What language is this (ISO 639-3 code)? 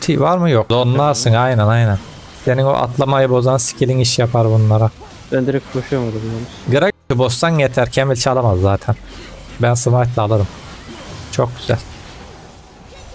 tur